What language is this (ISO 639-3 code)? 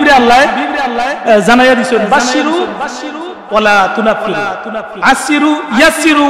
syl